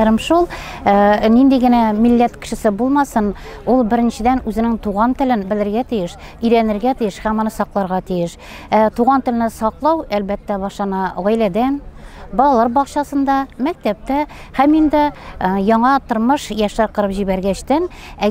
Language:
Tatar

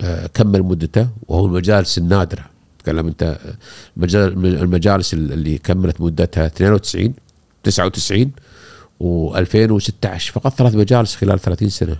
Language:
Gulf Arabic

